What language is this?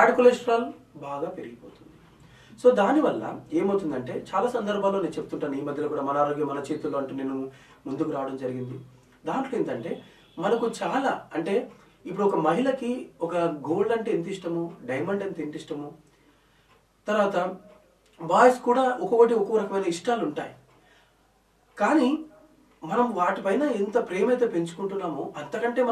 Telugu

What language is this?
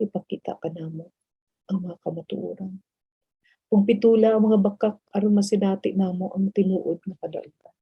Cebuano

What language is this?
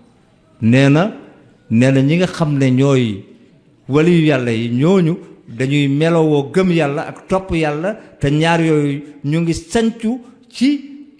Wolof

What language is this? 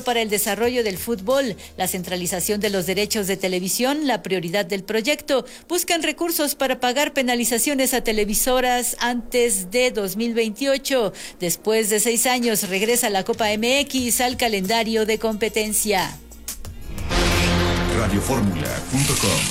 Spanish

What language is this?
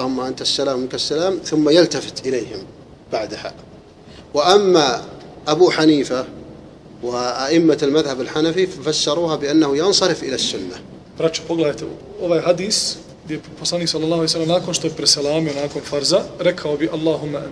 Bosnian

